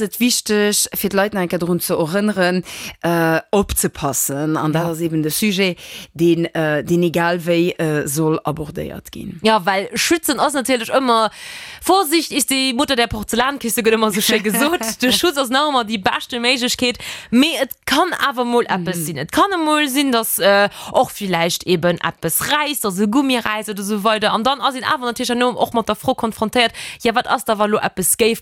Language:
Luxembourgish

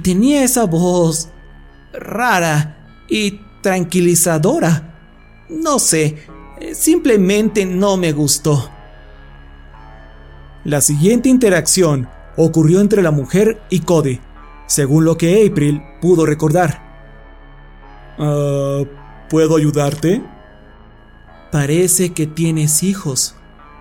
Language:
Spanish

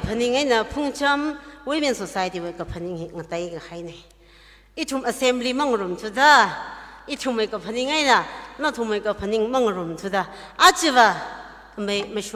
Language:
Tangkhul Naga (India)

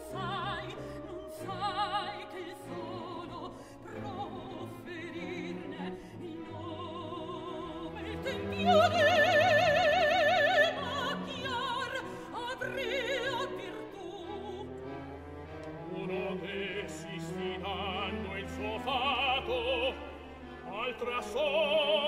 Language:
Italian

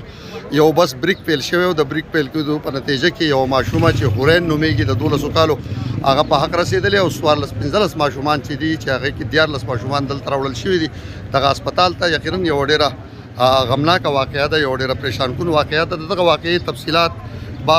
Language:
Pashto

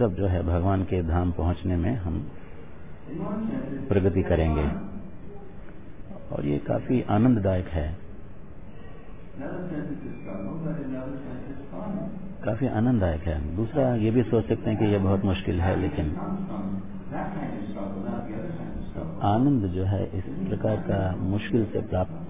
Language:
Hindi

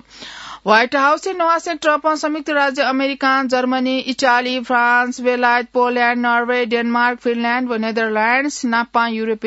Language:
Newari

